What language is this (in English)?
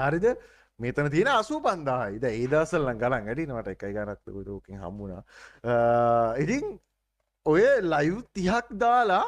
Sinhala